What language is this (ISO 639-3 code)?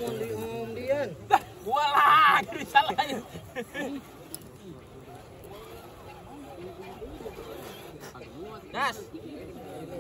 ind